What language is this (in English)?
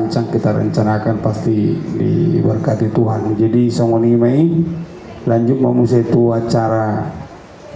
Batak Toba